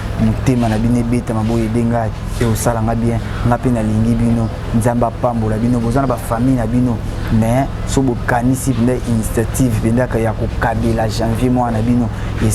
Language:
Lingala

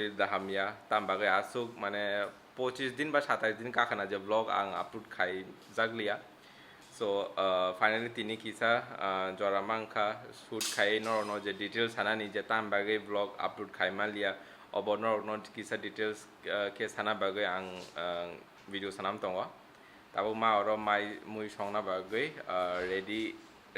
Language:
Kok Borok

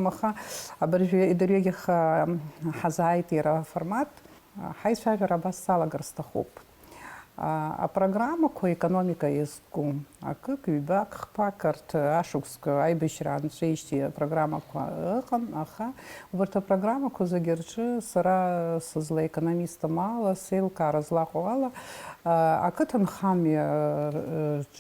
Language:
Abkhazian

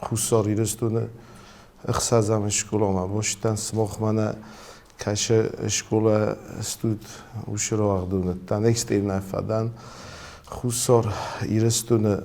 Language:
Ossetic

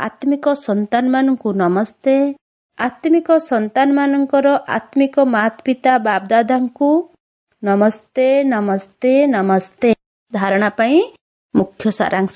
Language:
Odia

